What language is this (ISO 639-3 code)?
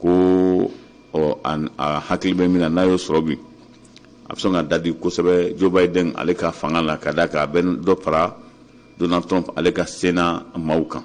bam